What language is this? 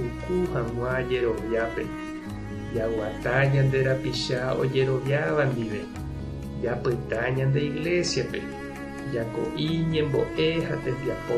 Guarani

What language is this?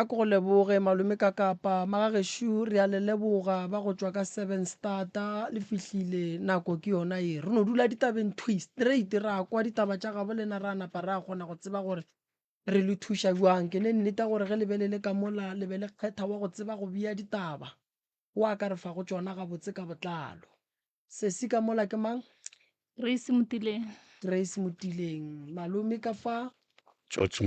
Northern Sotho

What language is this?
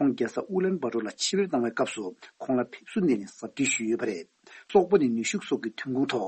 Tibetan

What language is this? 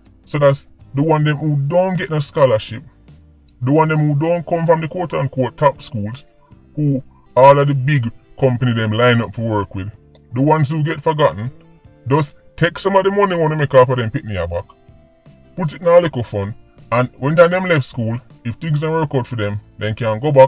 Jamaican Creole English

